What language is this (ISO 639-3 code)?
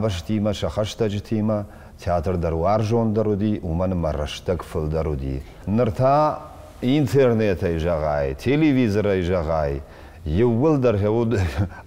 oss